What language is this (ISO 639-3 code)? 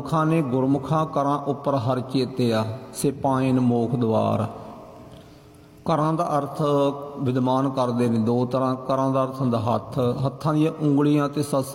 pan